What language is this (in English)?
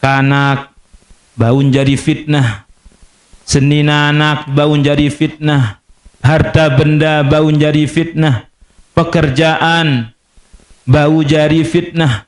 Sasak